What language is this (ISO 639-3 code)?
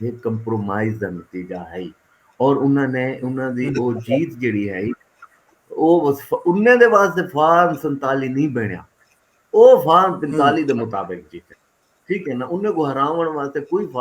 skr